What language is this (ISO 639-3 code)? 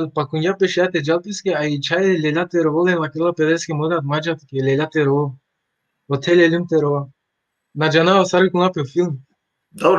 rmn